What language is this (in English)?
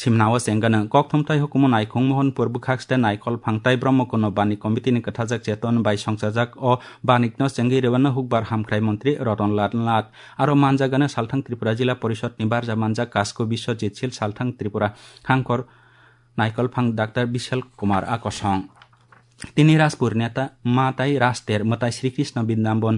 Kok Borok